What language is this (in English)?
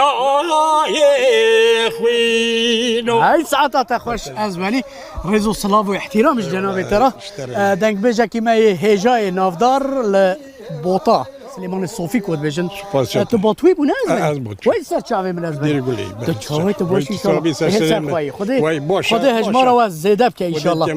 Kurdish